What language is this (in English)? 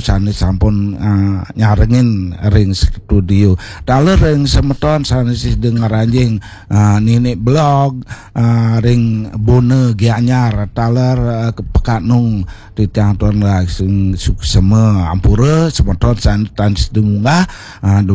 Balinese